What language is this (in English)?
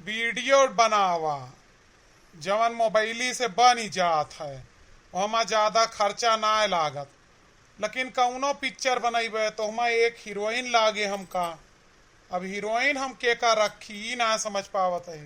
Awadhi